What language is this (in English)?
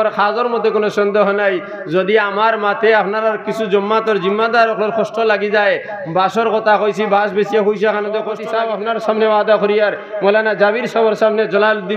Sylheti